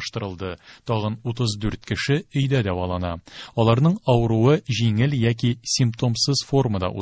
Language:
Tatar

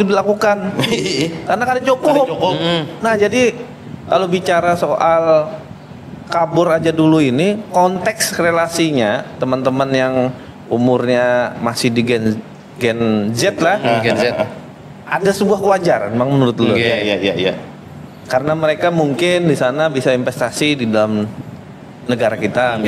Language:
Banjar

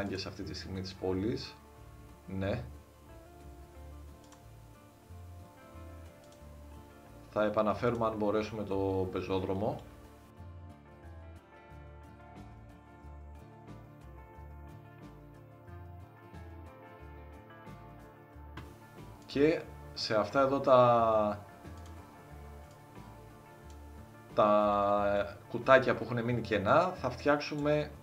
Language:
Greek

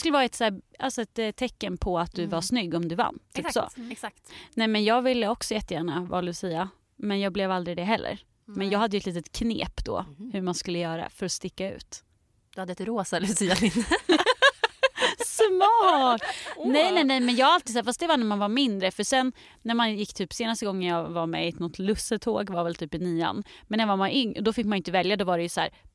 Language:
Swedish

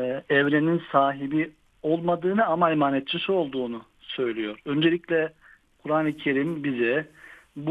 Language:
Turkish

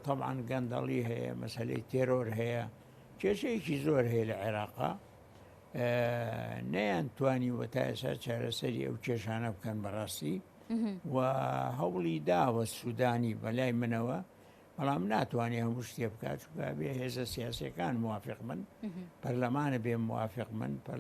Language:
Central Kurdish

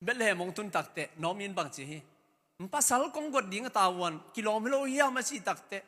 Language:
Tedim Chin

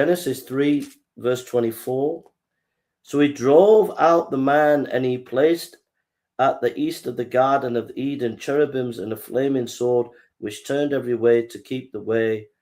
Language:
English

